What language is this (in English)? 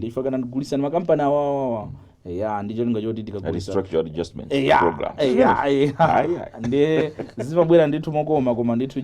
Nyanja